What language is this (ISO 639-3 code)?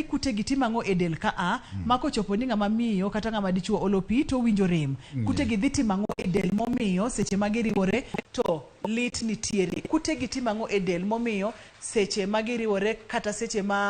luo